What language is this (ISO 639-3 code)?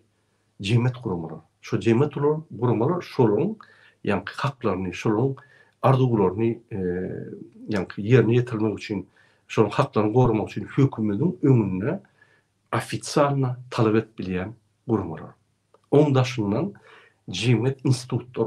tuk